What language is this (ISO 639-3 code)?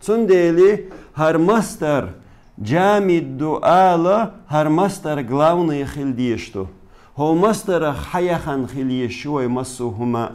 che